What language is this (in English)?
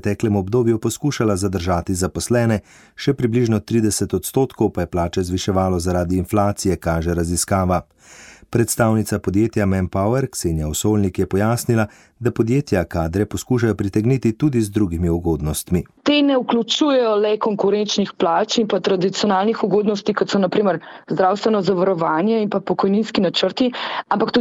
Slovenian